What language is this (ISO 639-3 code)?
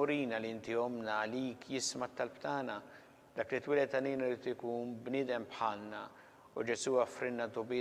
mlt